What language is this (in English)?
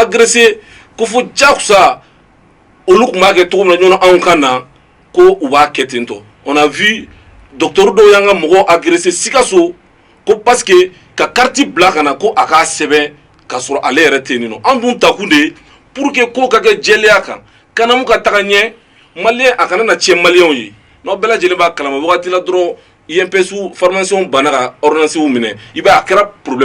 Bambara